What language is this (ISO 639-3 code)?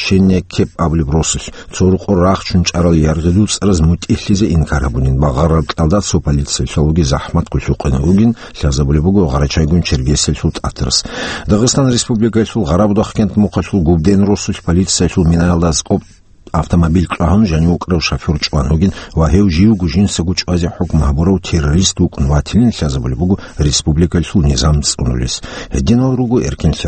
ava